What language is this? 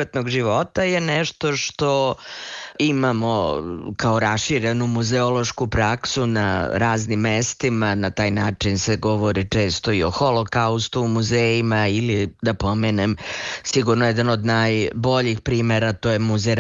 Serbian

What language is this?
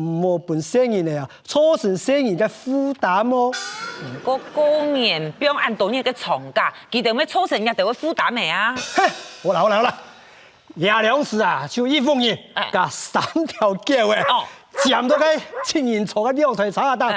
Hakka Chinese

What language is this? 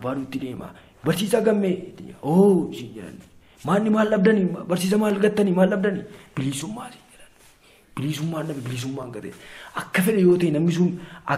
Oromo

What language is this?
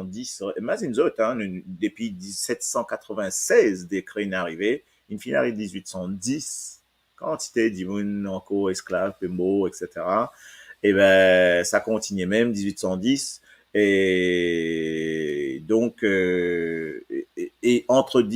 Morisyen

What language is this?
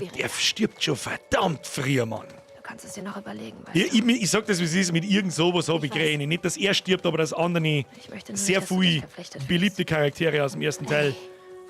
Bavarian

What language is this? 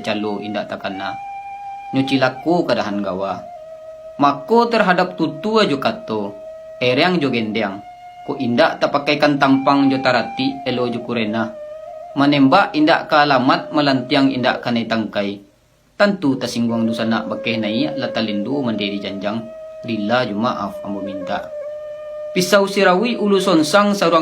Minangkabau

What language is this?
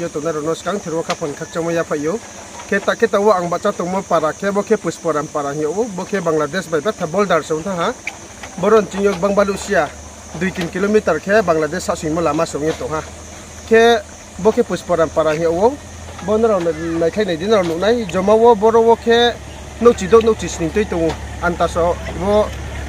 Riang (India)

